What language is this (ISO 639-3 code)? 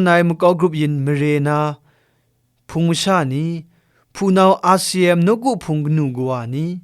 kac